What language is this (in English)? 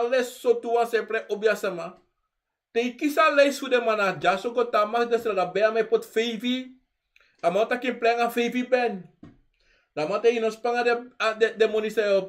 Sranan Tongo